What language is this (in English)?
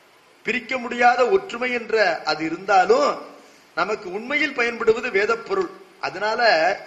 Tamil